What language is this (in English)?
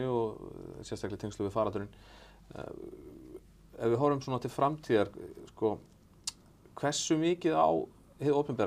Icelandic